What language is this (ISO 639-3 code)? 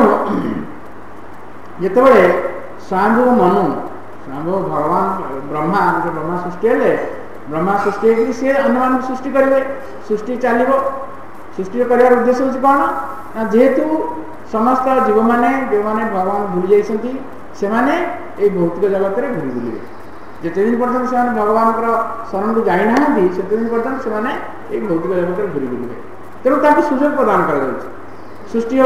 ori